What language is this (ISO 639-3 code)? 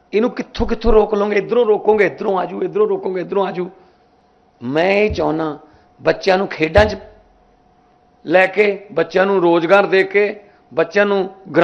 pan